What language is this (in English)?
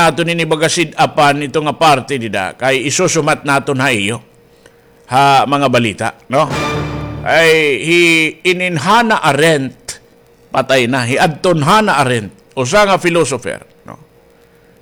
Waray